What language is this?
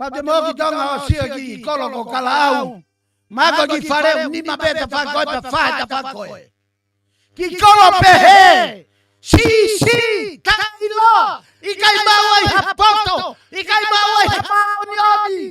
Tongan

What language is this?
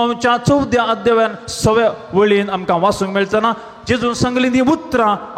Konkani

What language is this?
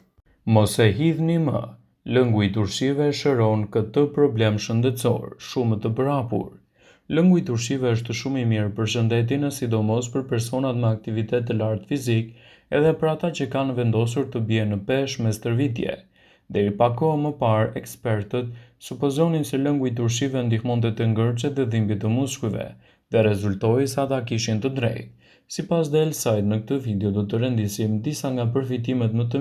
Albanian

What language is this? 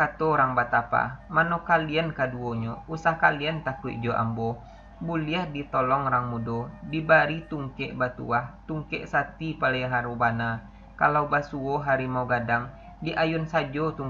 Minangkabau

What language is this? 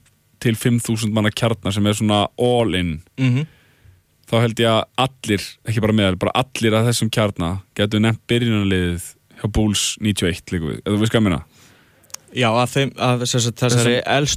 Icelandic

